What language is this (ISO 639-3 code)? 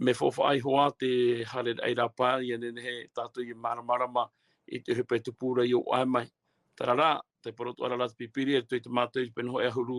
tah